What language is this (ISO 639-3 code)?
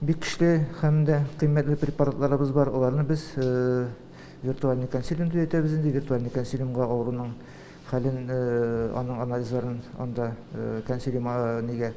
tat